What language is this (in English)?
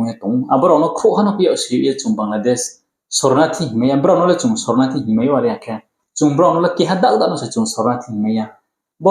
Riang (India)